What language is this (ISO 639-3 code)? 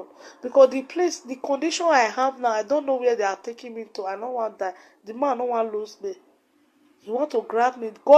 pcm